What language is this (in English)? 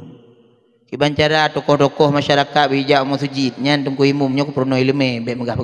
Achinese